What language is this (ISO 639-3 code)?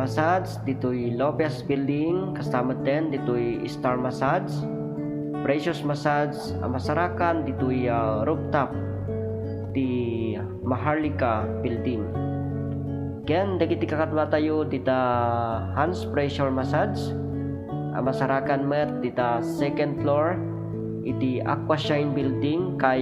ilo